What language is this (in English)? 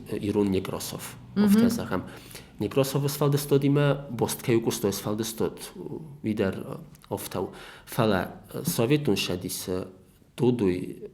Ossetic